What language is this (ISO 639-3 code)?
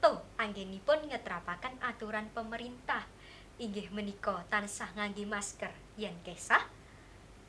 jav